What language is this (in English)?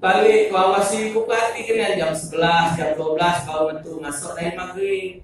Musi